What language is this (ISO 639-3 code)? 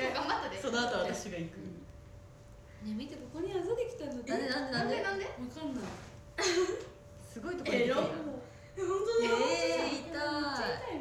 jpn